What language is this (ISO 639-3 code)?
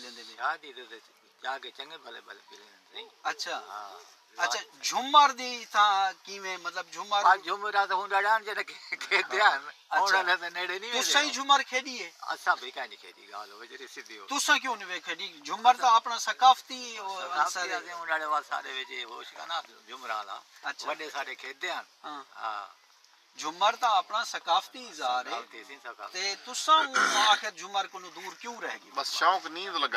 skr